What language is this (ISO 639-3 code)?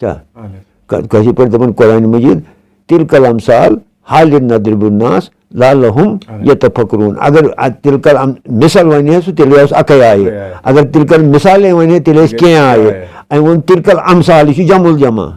kas